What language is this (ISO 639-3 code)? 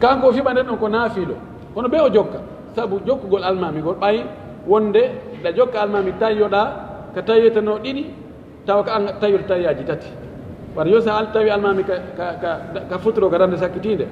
fuf